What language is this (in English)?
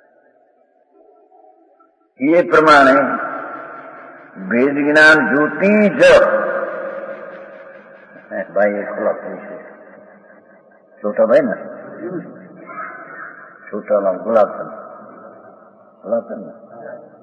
Gujarati